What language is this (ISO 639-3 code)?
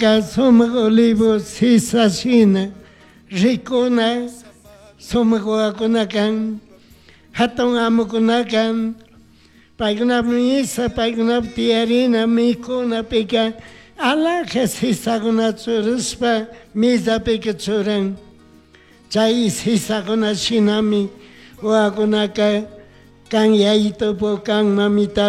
qug